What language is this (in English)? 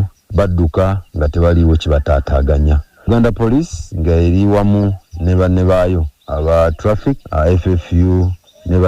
Ganda